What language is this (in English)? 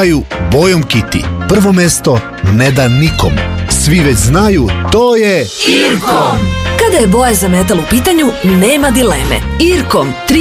Serbian